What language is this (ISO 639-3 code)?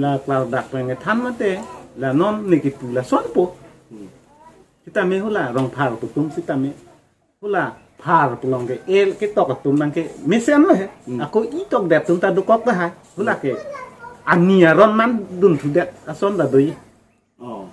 mjw